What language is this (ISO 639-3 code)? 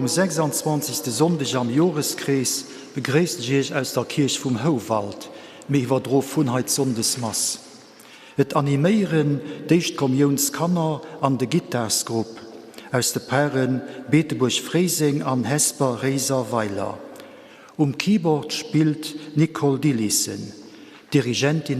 ltz